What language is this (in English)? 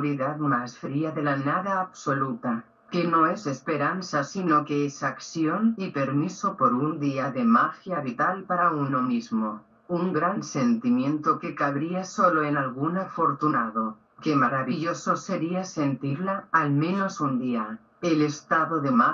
Spanish